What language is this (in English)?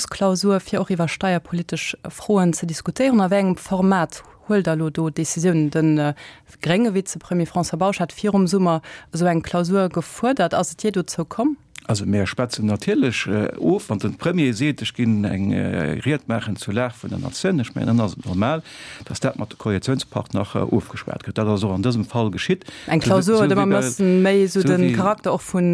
Luxembourgish